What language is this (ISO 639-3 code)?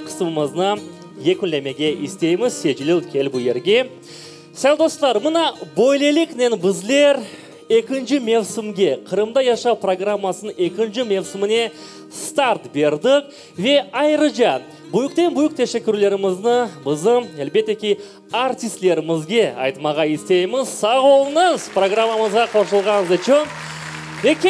crh